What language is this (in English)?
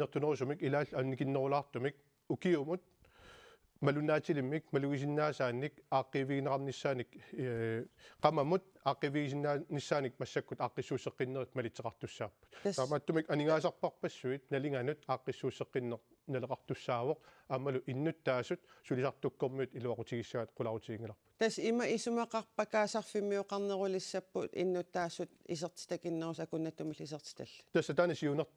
Kalaallisut